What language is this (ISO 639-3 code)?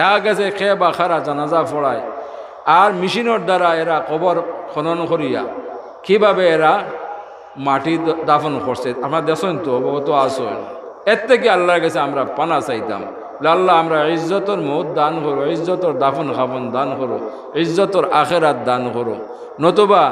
syl